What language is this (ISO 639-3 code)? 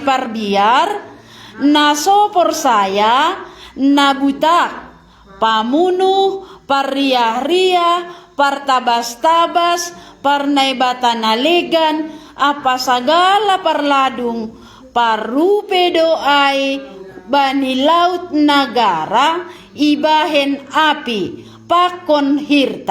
bts